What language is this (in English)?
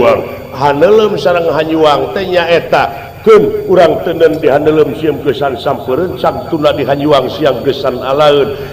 Sundanese